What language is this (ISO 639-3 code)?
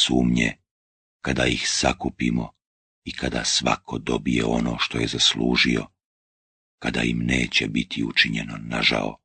bos